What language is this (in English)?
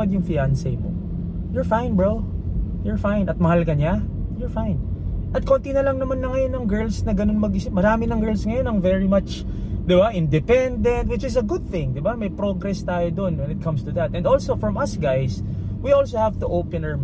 Filipino